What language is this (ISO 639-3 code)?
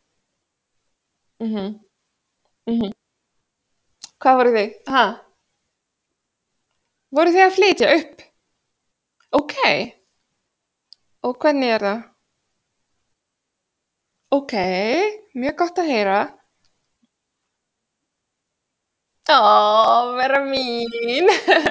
isl